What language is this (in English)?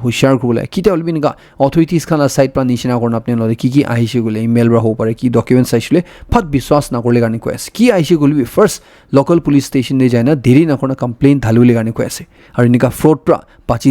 Naga Pidgin